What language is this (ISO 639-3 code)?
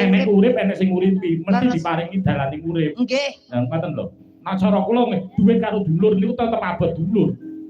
jav